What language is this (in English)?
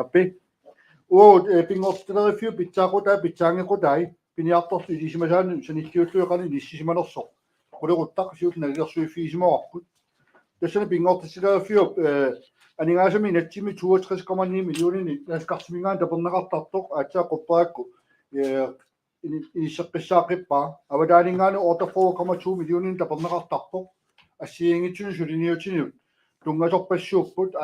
Kalaallisut